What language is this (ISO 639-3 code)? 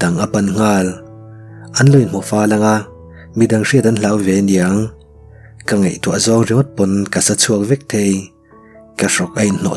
lus